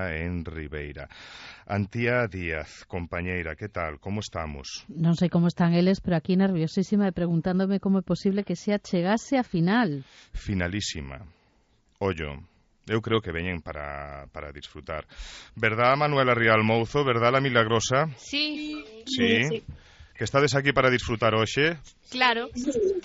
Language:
Galician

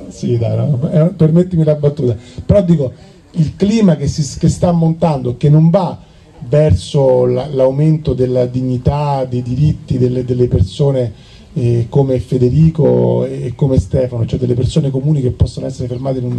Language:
Italian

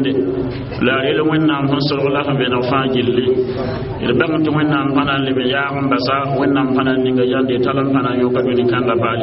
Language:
Mossi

